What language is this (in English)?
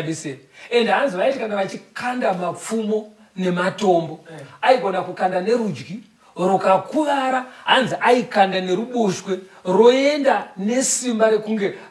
Shona